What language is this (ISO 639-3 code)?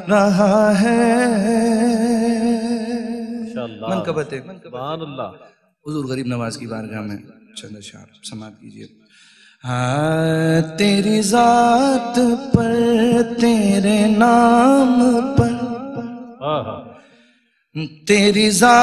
urd